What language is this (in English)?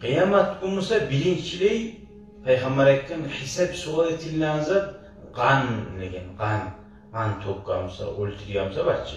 Kumyk